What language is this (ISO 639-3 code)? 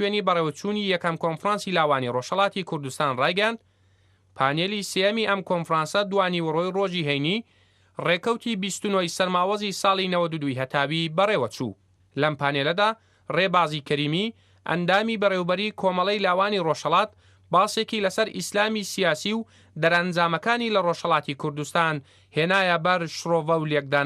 ckb